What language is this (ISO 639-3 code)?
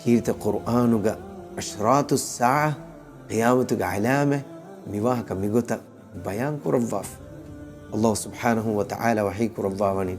div